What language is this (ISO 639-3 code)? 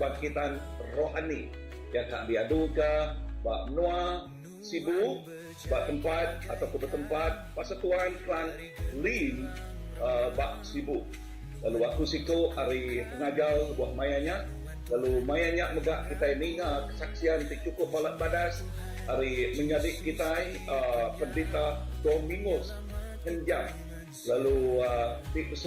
iba